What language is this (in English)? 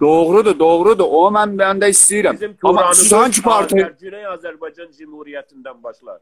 South Azerbaijani